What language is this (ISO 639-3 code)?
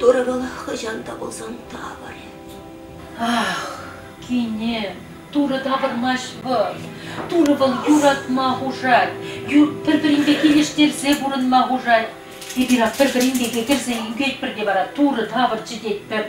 chv